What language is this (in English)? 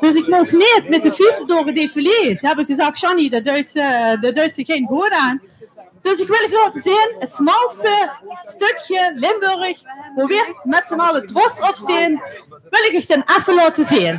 Limburgish